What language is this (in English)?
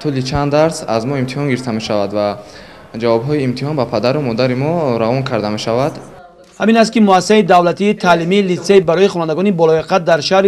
Tajik